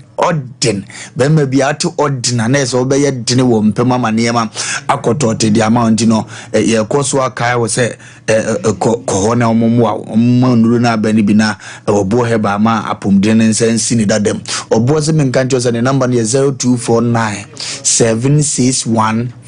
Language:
Akan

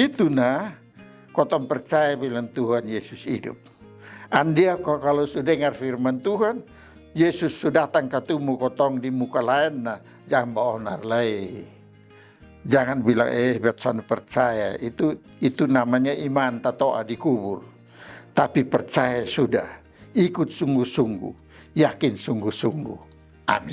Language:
Kupang Malay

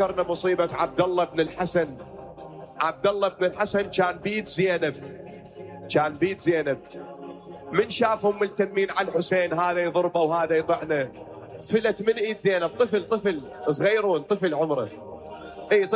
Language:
Mesopotamian Arabic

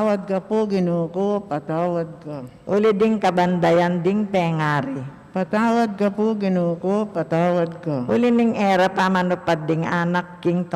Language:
Pampanga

